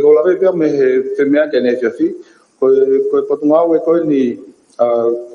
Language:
Tongan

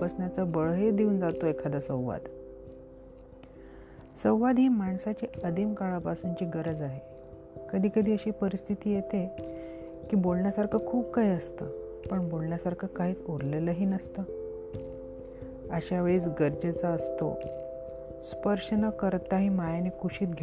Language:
Marathi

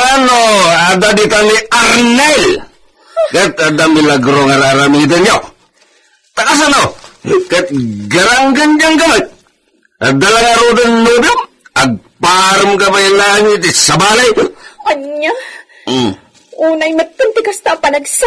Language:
Iloko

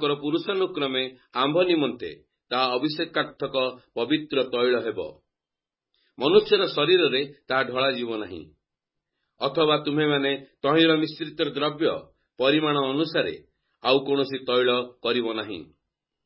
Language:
Odia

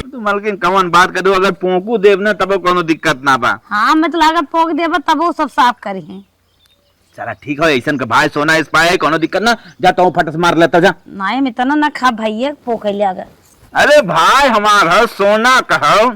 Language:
Awadhi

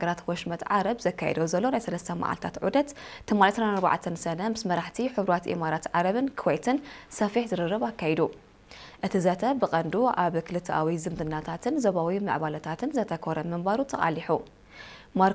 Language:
Tigrinya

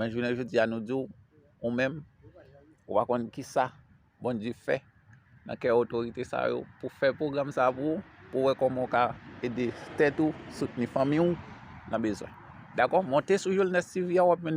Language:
Haitian Creole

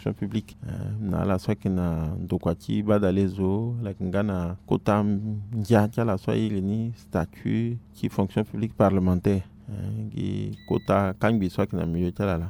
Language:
Sango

